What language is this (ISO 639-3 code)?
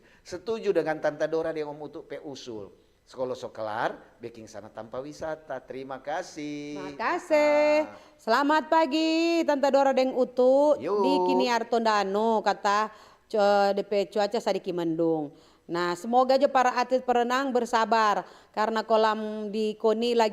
xmm